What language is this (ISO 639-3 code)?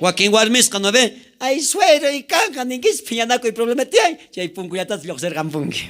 quh